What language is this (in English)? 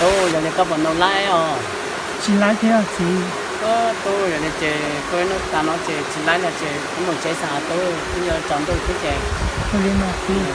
Hmong